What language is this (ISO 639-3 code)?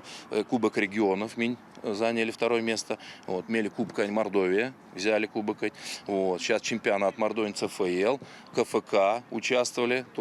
myv